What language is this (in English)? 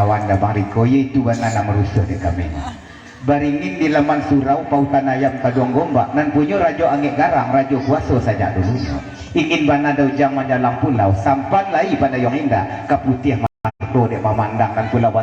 Minangkabau